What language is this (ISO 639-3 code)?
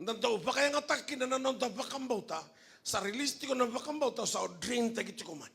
fij